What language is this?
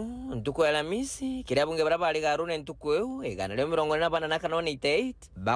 Meru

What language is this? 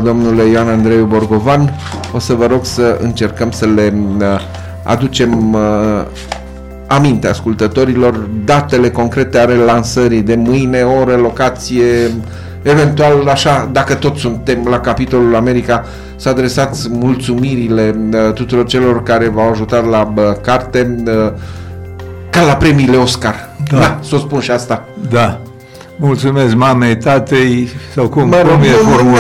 Romanian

